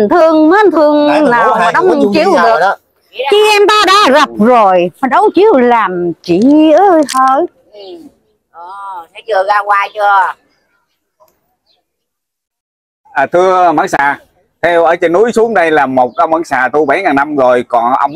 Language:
Vietnamese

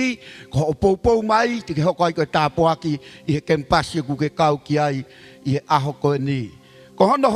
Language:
Tongan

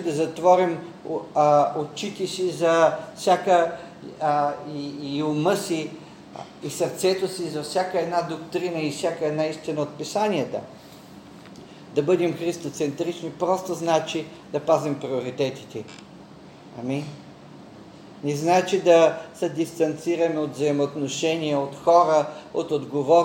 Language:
Bulgarian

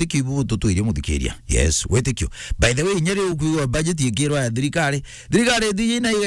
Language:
Meru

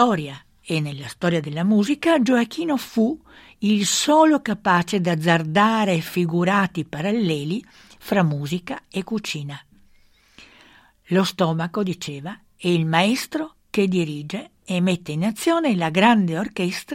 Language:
Italian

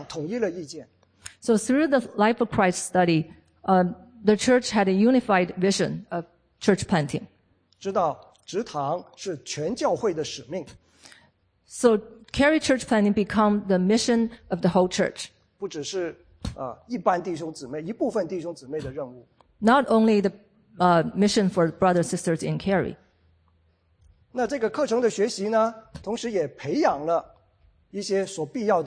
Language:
Chinese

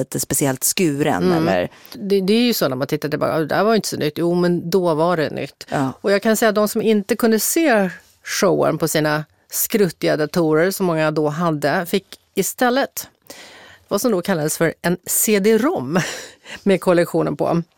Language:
Swedish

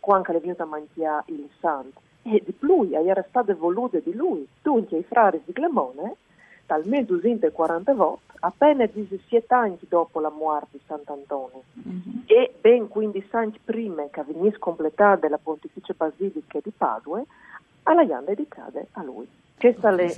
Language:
Friulian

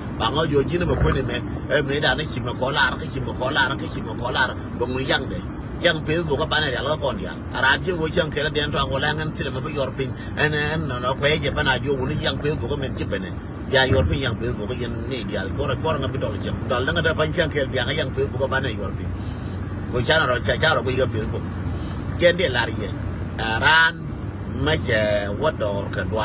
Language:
Nuer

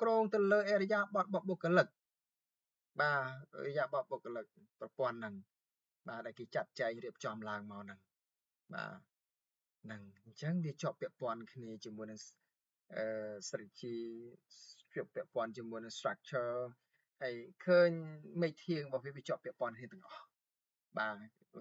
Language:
Khmer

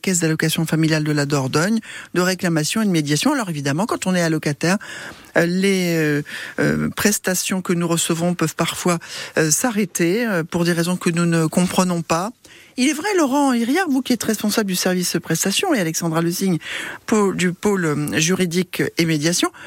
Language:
French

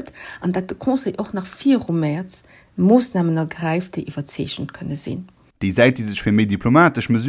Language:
Luxembourgish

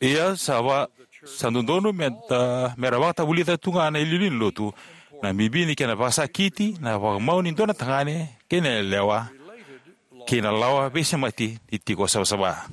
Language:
Fijian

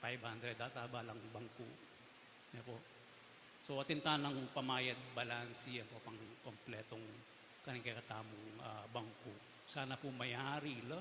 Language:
Pampanga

